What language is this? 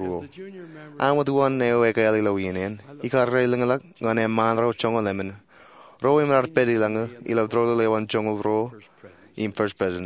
Marshallese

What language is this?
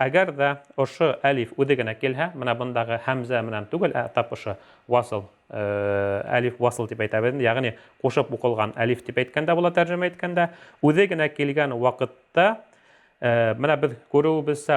Bashkir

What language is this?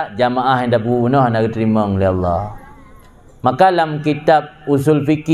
Achinese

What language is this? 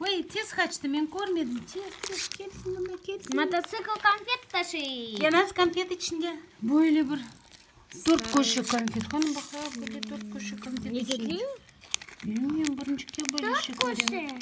Crimean Tatar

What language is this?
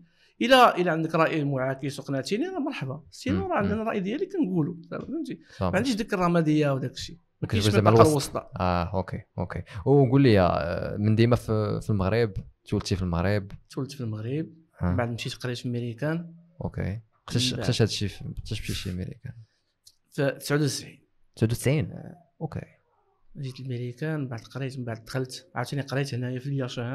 Moroccan Arabic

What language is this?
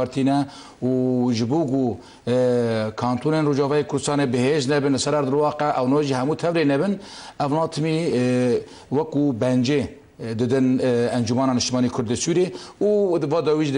Kurdish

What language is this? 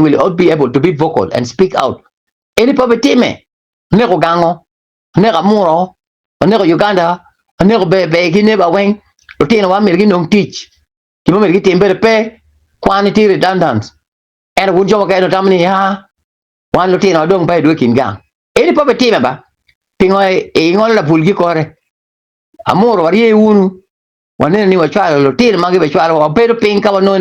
Acoli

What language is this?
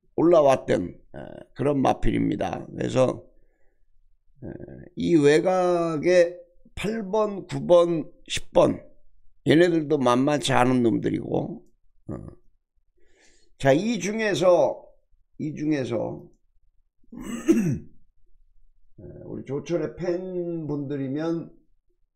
Korean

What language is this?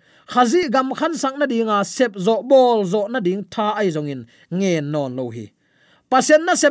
Tedim Chin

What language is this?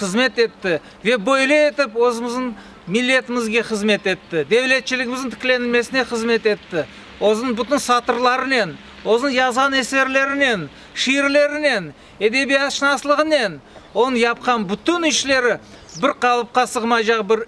Crimean Tatar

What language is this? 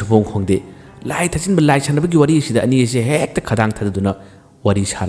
Manipuri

